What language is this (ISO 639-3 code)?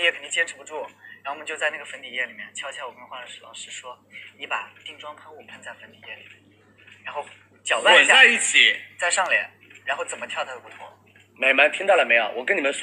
zho